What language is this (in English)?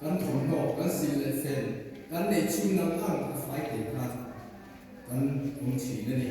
Mizo